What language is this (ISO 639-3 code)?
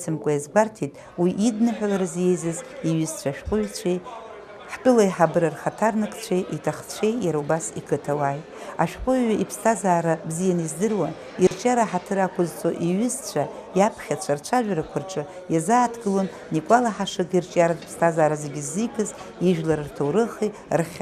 abk